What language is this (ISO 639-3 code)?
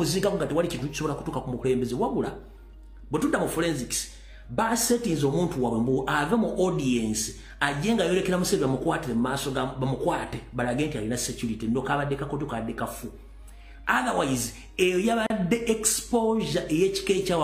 lug